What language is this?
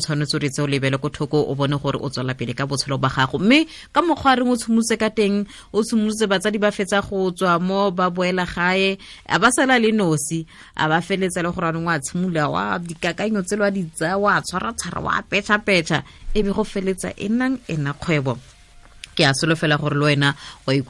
Tswana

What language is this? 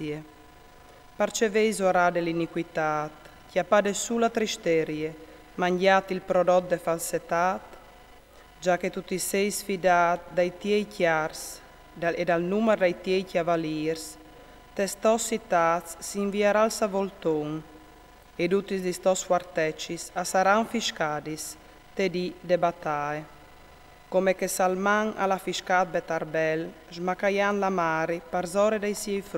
Friulian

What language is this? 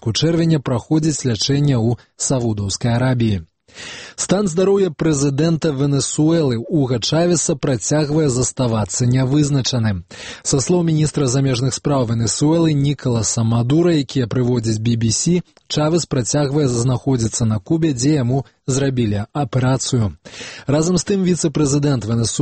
Belarusian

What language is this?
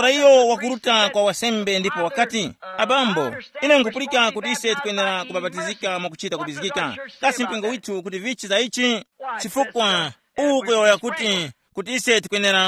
Tumbuka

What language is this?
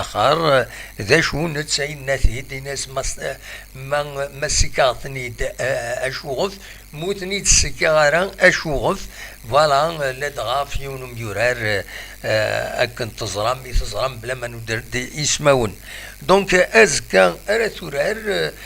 Kabyle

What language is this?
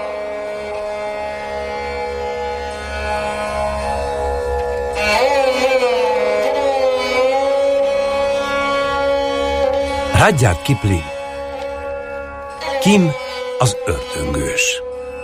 Hungarian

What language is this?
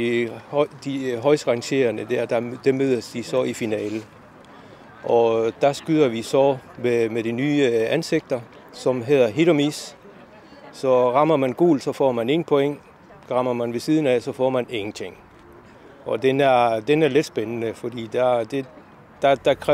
Danish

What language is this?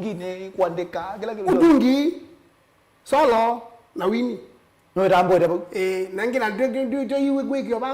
Kamba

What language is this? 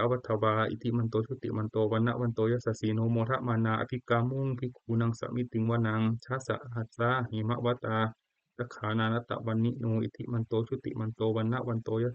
Pali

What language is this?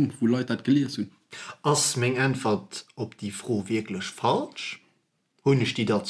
Luxembourgish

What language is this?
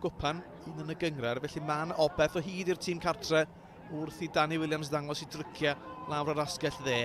Welsh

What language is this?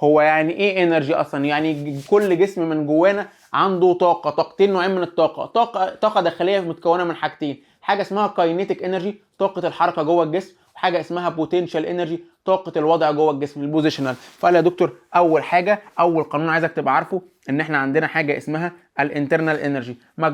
Egyptian Arabic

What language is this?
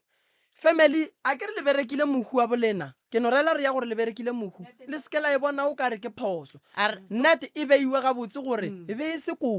Northern Sotho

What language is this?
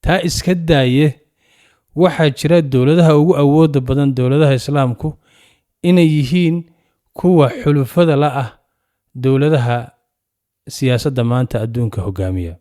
Somali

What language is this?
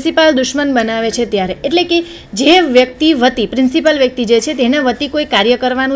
Gujarati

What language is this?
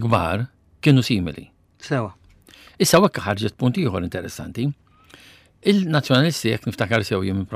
Maltese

